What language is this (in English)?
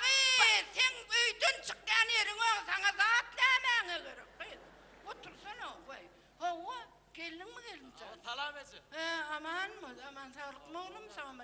Turkmen